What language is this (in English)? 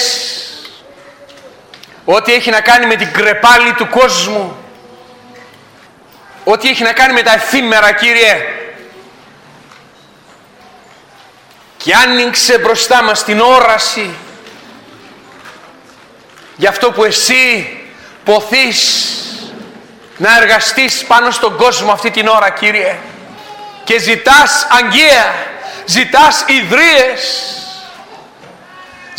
Greek